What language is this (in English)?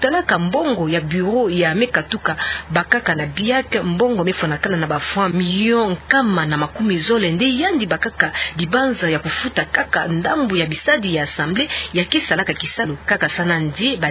Kituba (Democratic Republic of Congo)